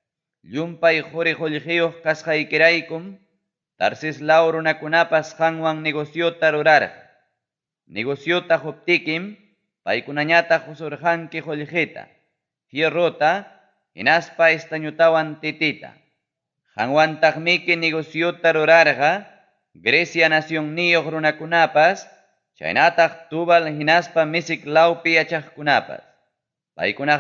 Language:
Ayacucho Quechua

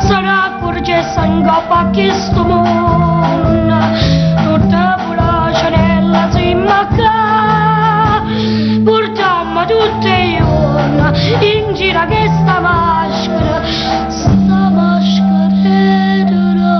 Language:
Neapolitan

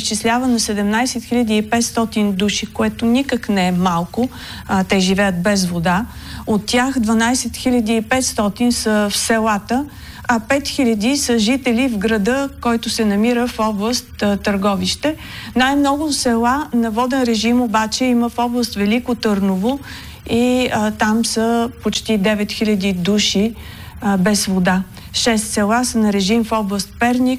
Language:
Bulgarian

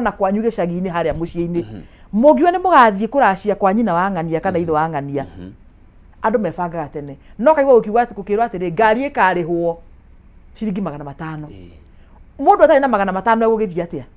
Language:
Kikuyu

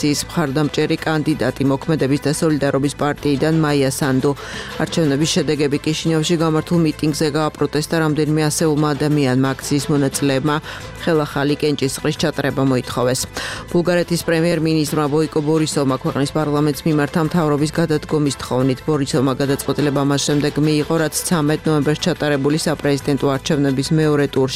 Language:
Georgian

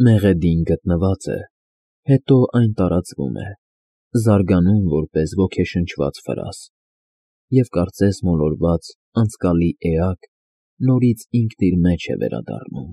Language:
Armenian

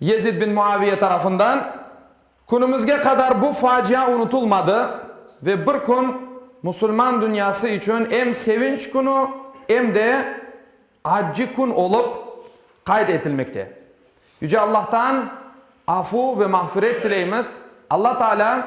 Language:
Crimean Tatar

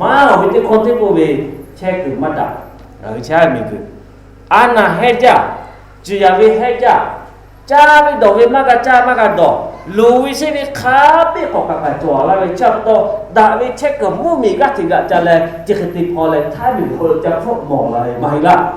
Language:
Lahu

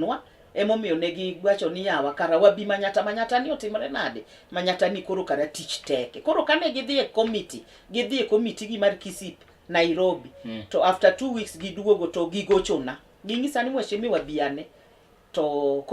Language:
Luo (Kenya and Tanzania)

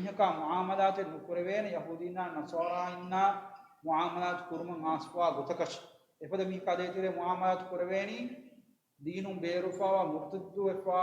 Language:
Divehi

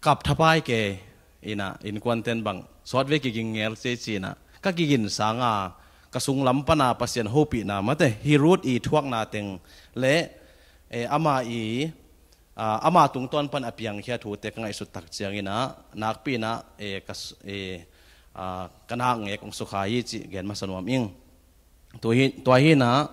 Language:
Tedim Chin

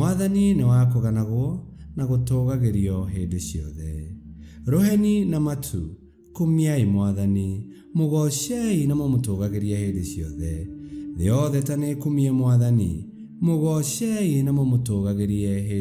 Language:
Kikuyu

